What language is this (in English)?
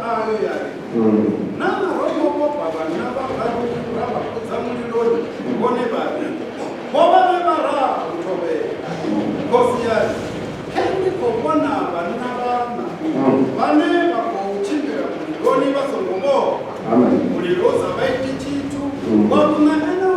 Venda